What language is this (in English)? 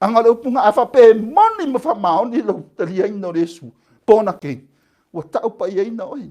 Samoan